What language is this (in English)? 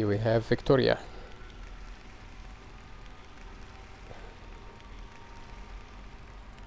English